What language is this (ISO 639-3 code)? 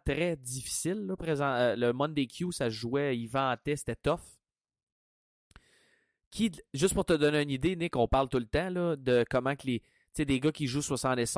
fra